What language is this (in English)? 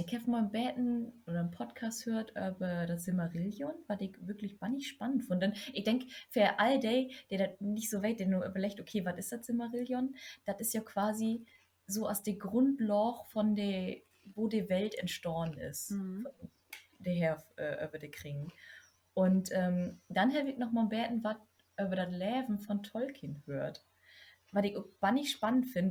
Low German